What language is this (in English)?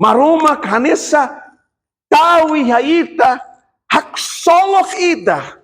Tetum